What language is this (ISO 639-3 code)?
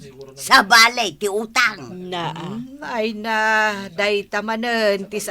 ilo